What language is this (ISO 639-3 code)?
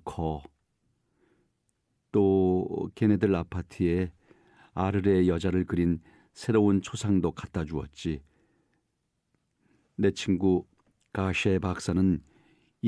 kor